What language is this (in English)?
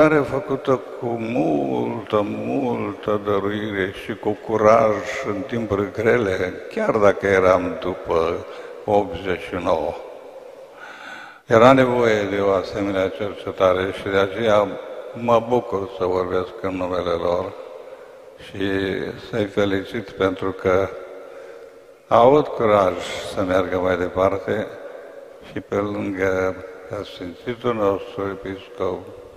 Romanian